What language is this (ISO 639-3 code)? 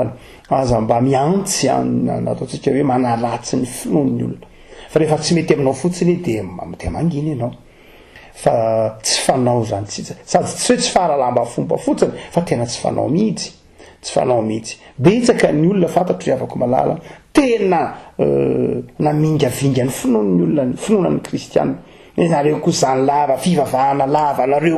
mlg